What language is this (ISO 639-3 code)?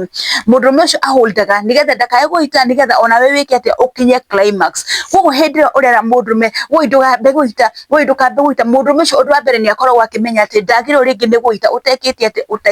kik